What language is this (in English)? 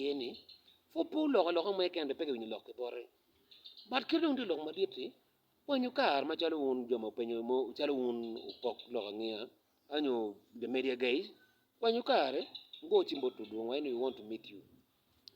Acoli